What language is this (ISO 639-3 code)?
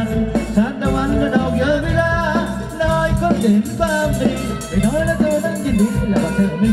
tha